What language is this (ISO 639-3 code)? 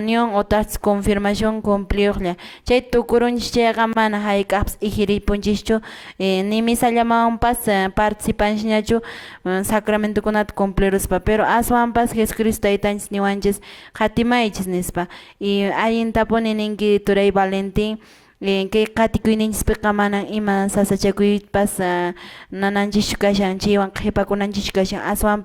que